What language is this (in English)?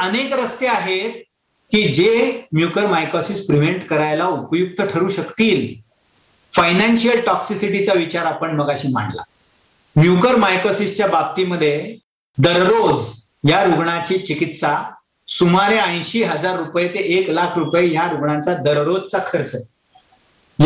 Marathi